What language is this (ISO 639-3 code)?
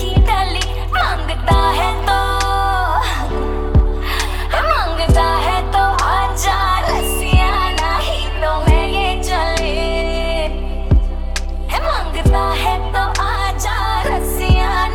hin